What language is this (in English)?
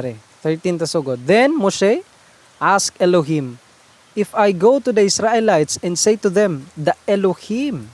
Hiligaynon